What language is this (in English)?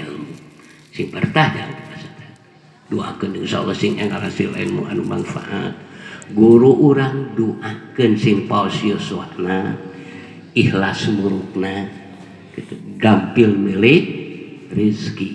Sundanese